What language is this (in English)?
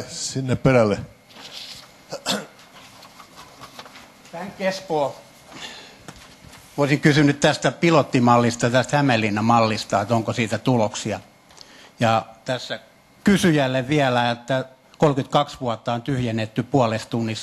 Finnish